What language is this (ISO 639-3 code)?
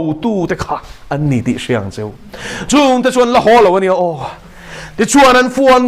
lus